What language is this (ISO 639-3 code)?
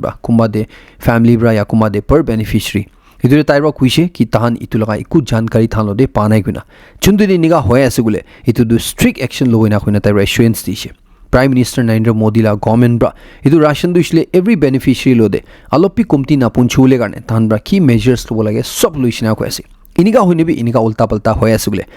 nag